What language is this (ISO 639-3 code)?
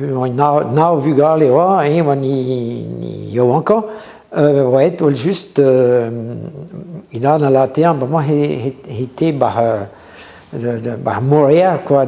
bre